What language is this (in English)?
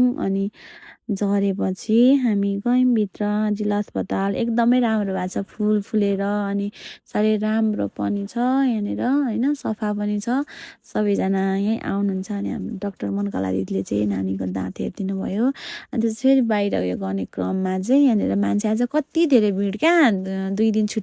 Nepali